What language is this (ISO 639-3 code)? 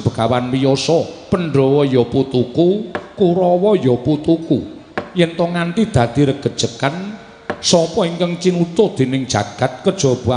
jav